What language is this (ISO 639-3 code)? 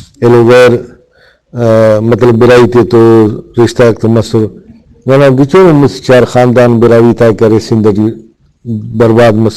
brh